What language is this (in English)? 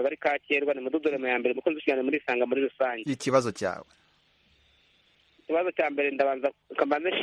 Kinyarwanda